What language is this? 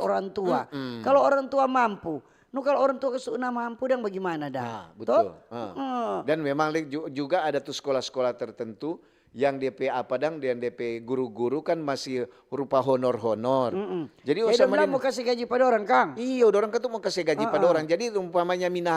Manado Malay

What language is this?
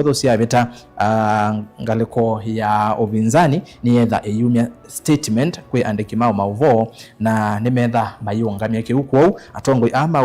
Kamba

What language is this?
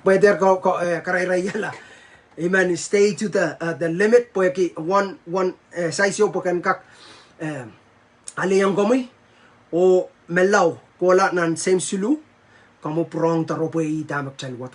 Pohnpeian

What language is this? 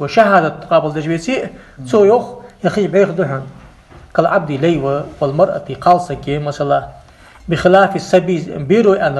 Ingush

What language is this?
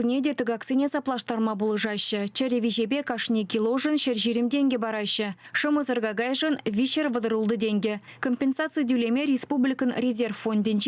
Chuvash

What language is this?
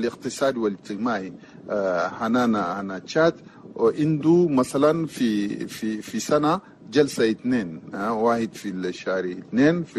Chadian Arabic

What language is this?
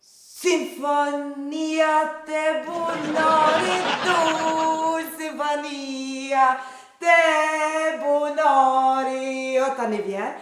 Albanian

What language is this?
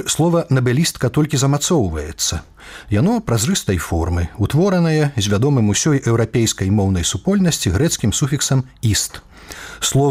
Belarusian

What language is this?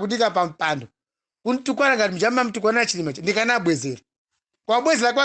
Nyanja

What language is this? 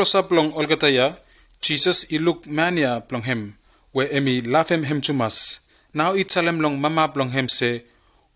Bislama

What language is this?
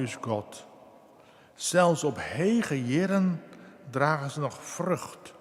Western Frisian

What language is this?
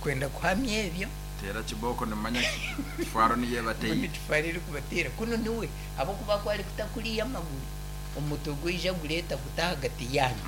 Nyankole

